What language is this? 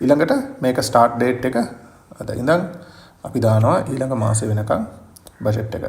Sinhala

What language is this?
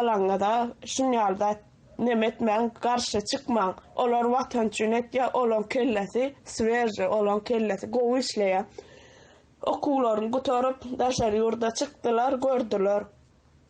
Turkmen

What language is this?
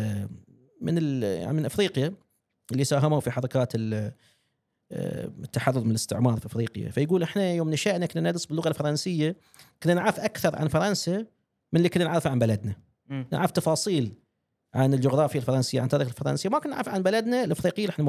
Gulf Arabic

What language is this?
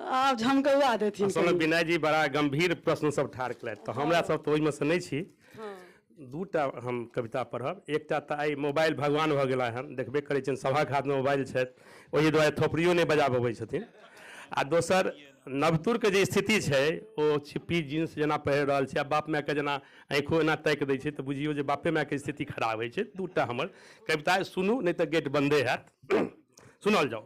Maithili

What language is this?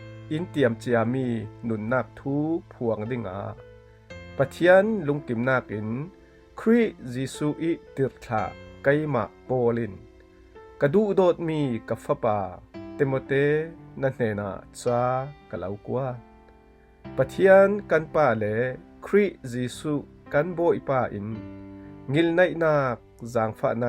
Falam Chin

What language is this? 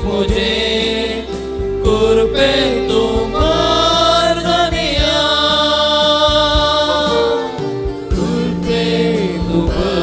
Konkani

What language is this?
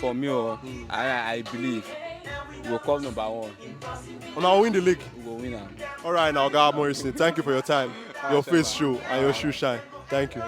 Nigerian Pidgin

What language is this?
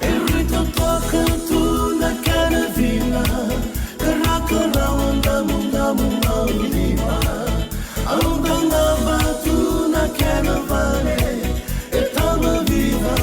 Fijian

